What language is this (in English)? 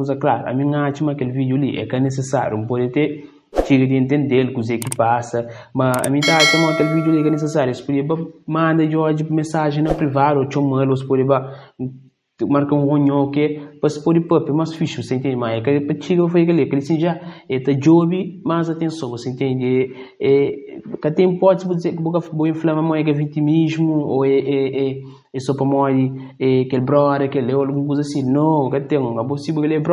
Kabuverdianu